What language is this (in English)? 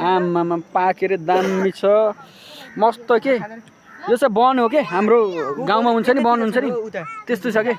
Nepali